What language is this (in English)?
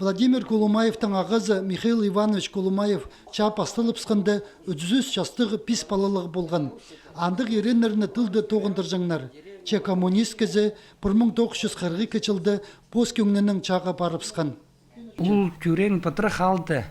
Khakas